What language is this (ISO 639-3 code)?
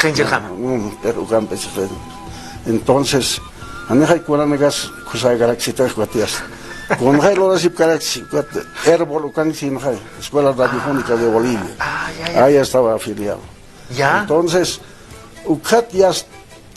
aym